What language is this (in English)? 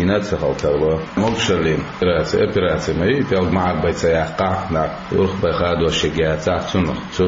Chechen